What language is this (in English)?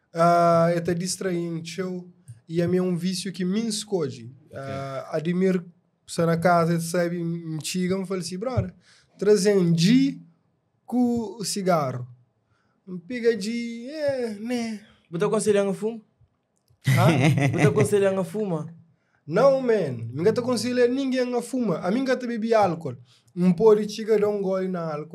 Kabuverdianu